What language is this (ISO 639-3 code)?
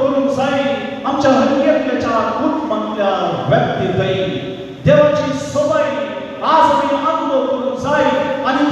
kok